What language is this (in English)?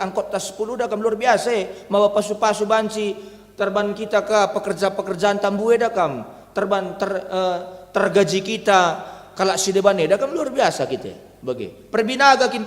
Batak Karo